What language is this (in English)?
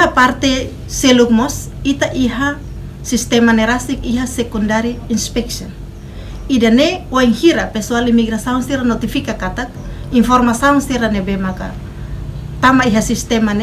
Tetum